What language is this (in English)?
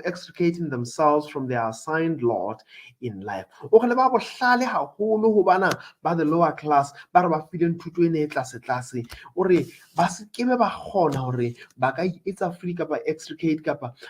Southern Sotho